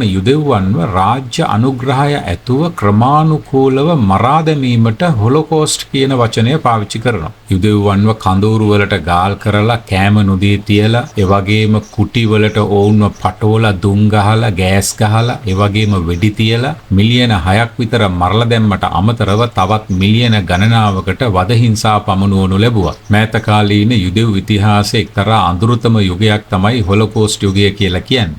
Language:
Sinhala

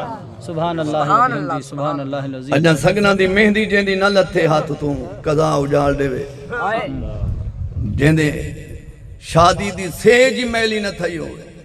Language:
Saraiki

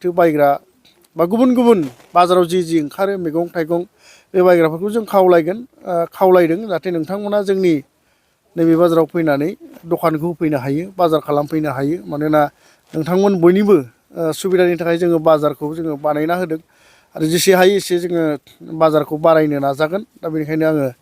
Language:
Bodo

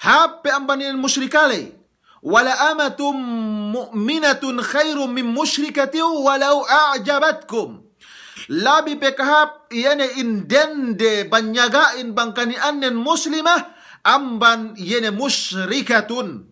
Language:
Yakan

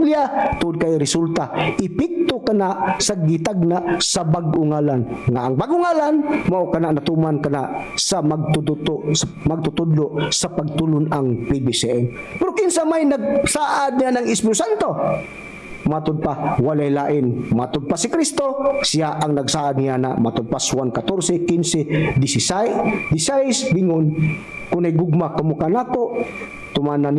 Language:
Cebuano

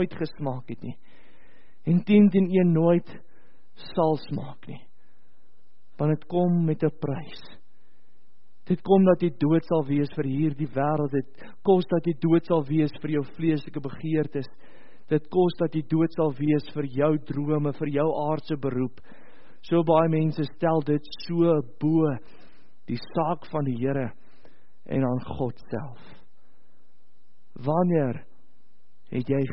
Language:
Afrikaans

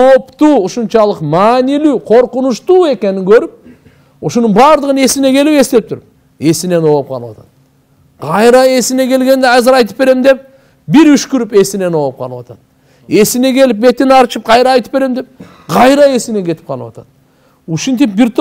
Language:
Kyrgyz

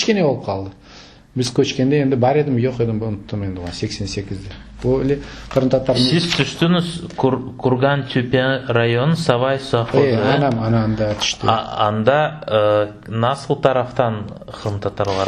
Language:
Crimean Tatar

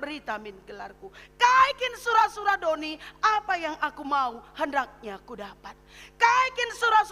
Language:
Batak Karo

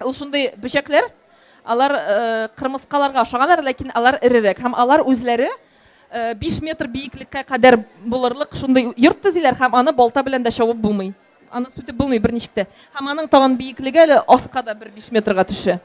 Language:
Tatar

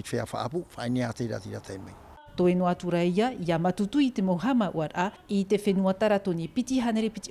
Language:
Tahitian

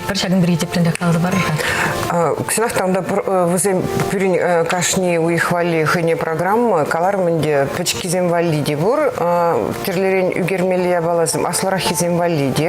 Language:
Chuvash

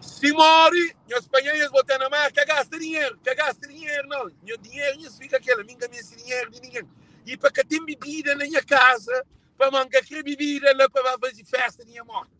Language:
Kabuverdianu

